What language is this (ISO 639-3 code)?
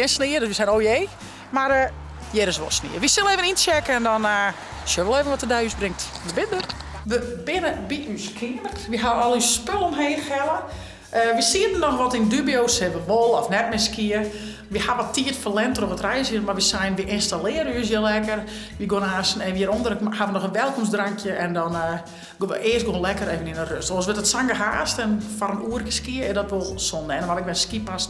fry